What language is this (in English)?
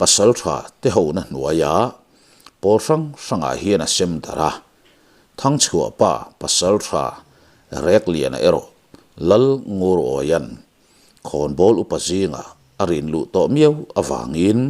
Mizo